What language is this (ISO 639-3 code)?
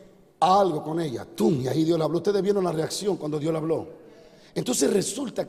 spa